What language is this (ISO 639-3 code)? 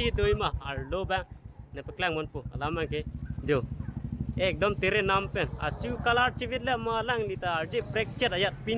mjw